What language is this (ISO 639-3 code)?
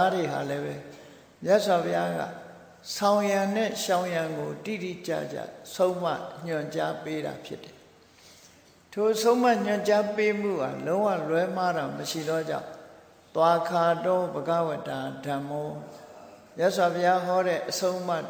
mya